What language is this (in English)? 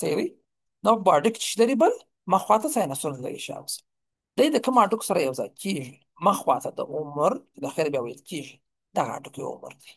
Pashto